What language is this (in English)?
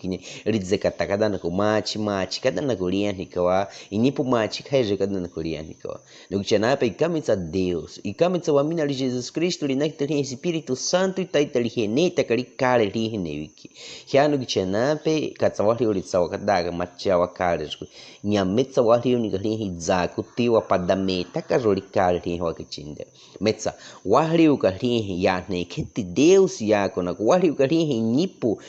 Baniwa